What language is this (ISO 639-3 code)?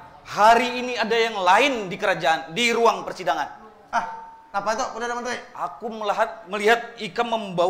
bjn